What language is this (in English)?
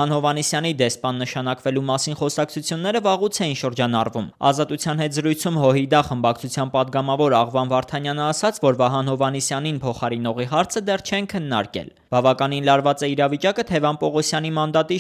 Armenian